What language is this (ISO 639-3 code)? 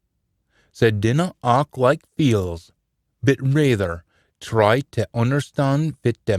sco